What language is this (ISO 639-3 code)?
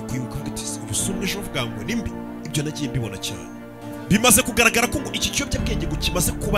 kin